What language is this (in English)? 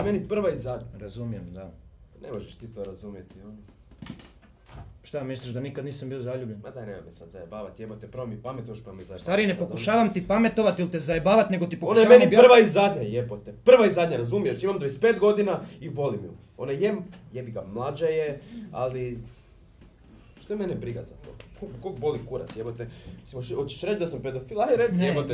Croatian